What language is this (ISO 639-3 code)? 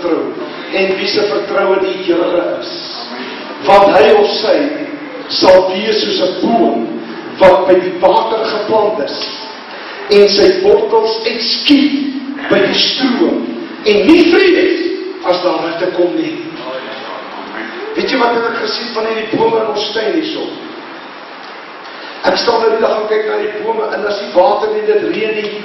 afr